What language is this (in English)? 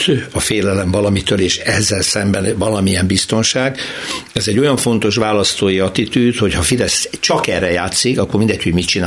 Hungarian